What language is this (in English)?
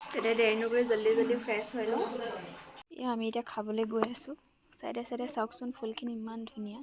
Assamese